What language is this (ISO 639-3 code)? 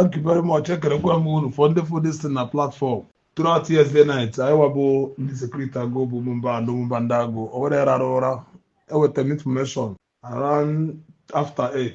ibo